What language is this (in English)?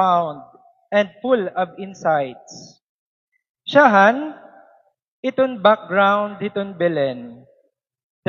Waray